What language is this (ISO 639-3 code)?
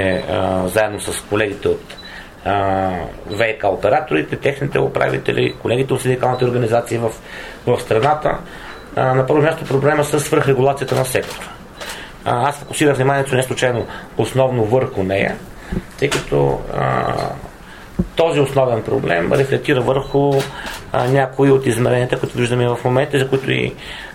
bul